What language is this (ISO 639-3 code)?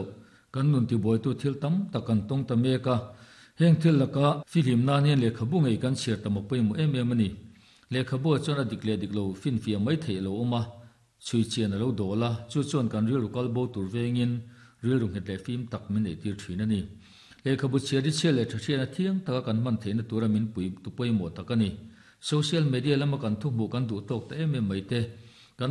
lus